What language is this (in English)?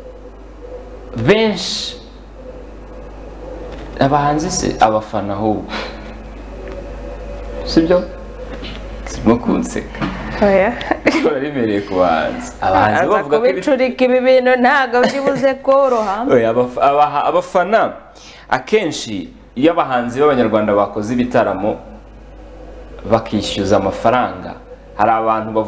Kinyarwanda